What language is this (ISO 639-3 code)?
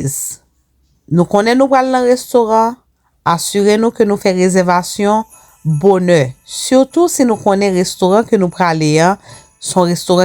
hat